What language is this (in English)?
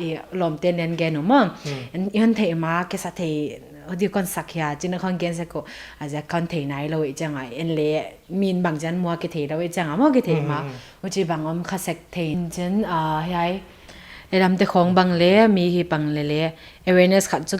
Paite Chin